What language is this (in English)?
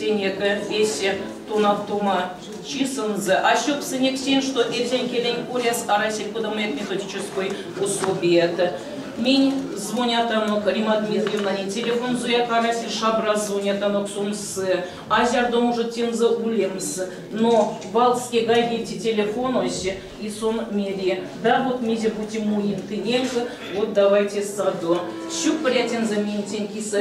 Erzya